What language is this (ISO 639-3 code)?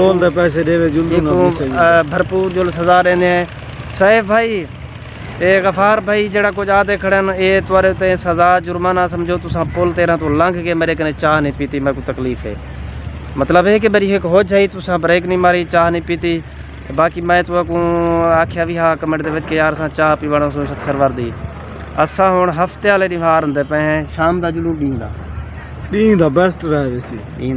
skr